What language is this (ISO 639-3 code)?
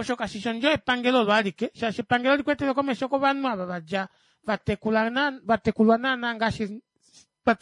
kua